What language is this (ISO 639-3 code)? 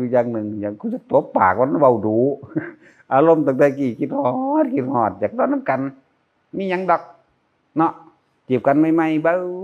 tts